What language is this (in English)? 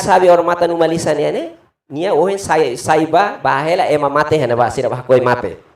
Tetum